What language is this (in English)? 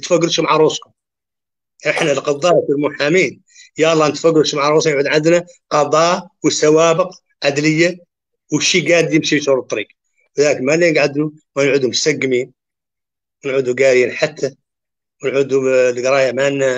Arabic